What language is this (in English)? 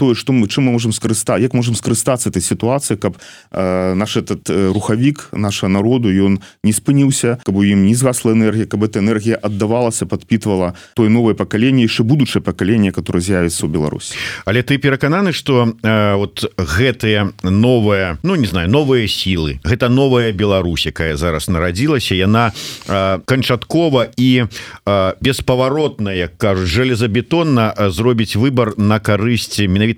Belarusian